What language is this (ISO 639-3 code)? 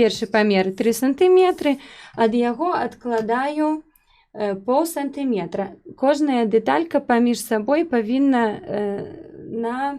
bel